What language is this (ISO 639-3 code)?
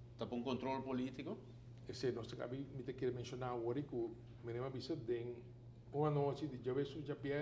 pap